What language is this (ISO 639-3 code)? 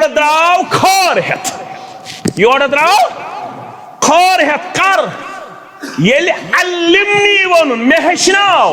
kas